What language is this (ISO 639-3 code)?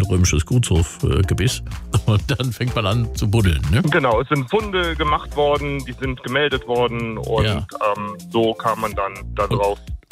deu